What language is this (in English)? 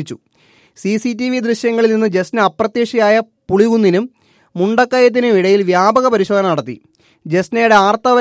Malayalam